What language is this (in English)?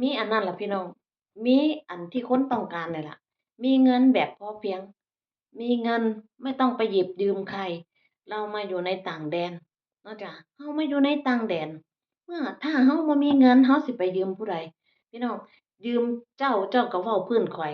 Northeastern Thai